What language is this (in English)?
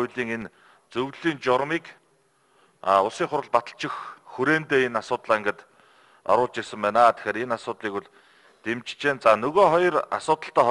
Mongolian